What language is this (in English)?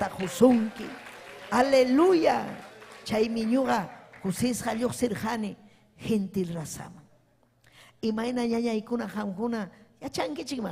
Ayacucho Quechua